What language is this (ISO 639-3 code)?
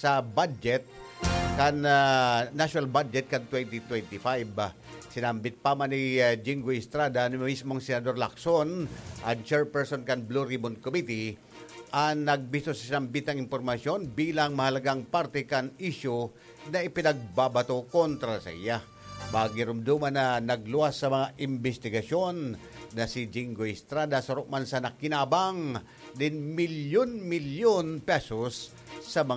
bik